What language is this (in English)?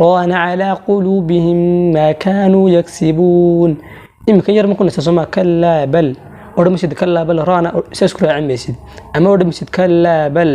Somali